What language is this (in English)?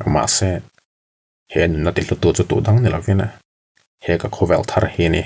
Mizo